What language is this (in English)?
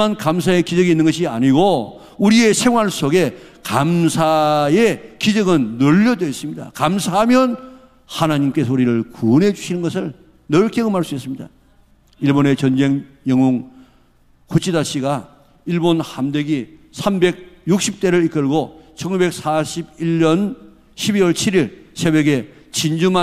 Korean